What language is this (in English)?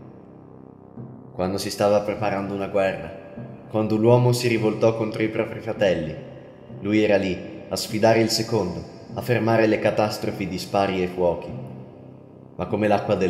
Italian